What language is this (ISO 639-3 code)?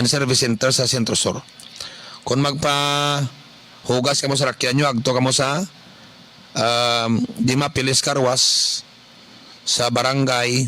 krj